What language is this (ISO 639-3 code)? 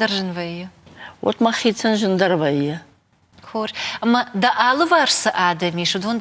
oss